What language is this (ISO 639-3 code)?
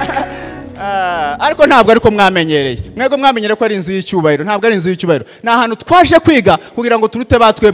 kin